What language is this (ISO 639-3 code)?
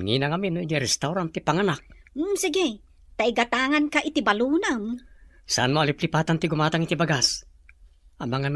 ilo